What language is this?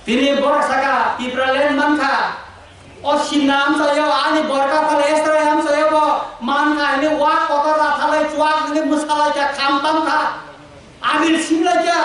Kok Borok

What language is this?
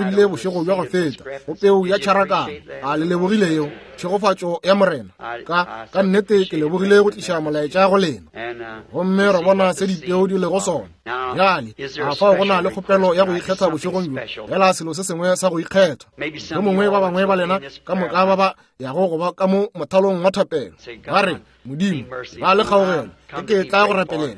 Northern Sotho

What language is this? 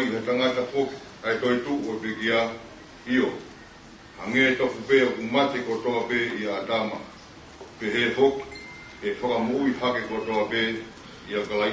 Tongan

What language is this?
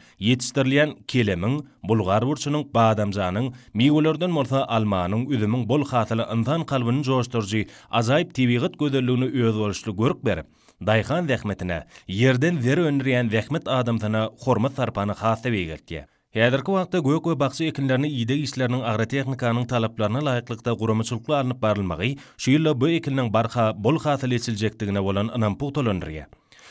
Turkmen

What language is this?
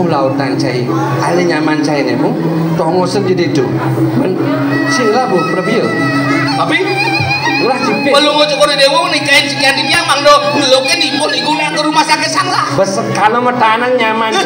Balinese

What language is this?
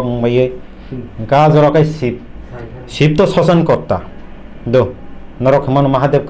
Kok Borok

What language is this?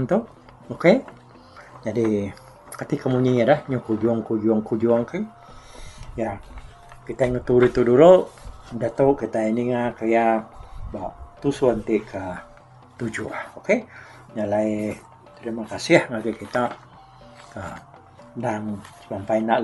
Iban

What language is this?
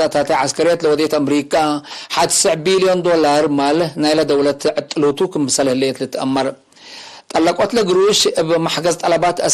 Tigre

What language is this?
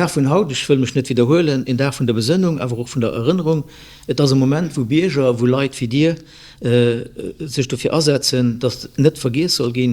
Luxembourgish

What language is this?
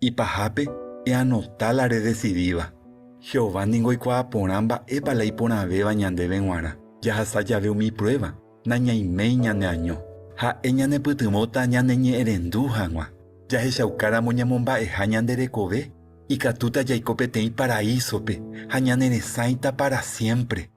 Guarani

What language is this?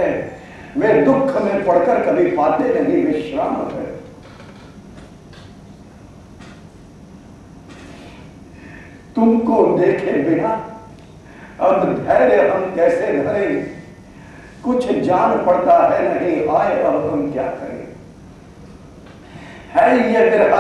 Hindi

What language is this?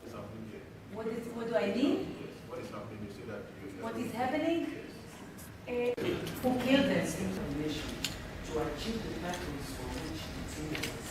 Kamba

